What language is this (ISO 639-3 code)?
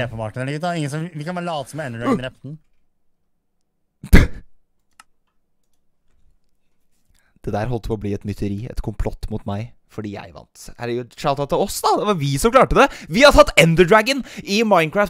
nor